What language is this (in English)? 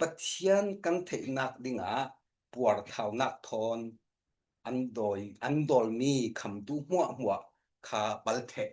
Falam Chin